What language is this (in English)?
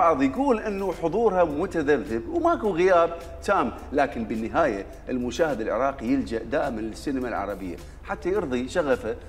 Mesopotamian Arabic